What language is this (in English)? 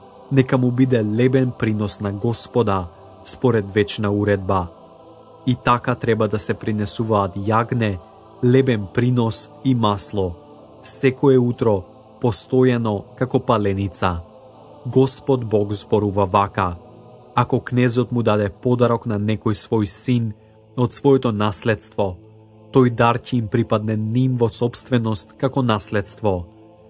Macedonian